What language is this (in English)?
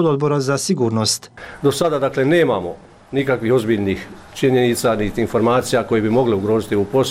Bosnian